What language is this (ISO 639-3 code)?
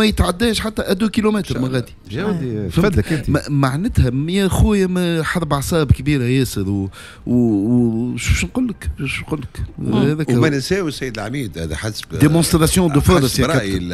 aeb